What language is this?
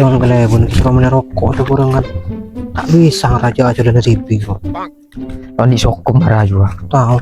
Madurese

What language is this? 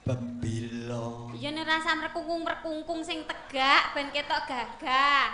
Javanese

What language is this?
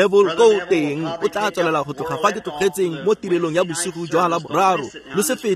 Tswana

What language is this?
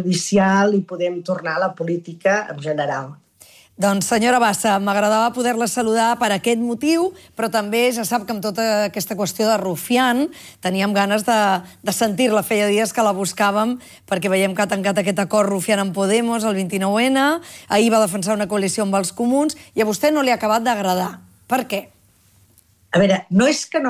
Catalan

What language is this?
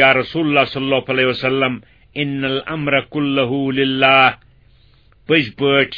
Kashmiri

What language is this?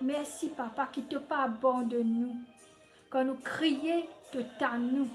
Morisyen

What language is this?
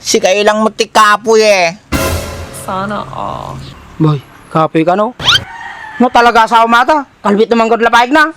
Iloko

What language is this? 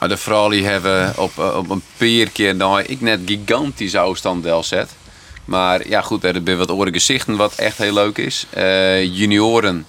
Western Frisian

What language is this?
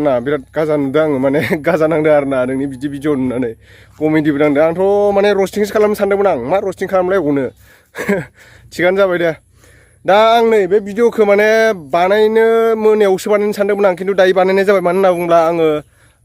Bodo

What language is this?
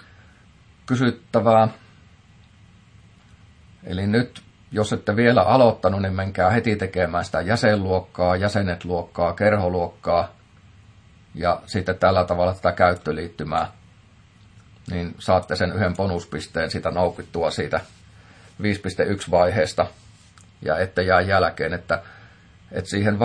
Finnish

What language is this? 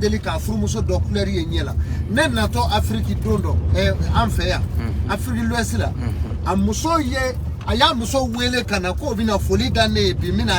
Bambara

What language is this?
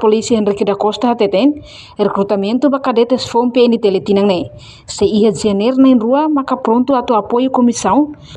Tetum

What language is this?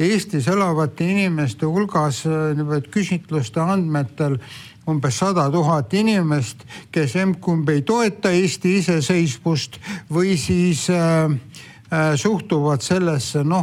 Estonian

